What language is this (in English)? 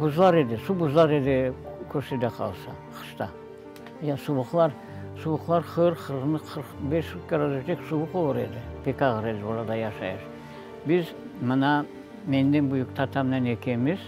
Crimean Tatar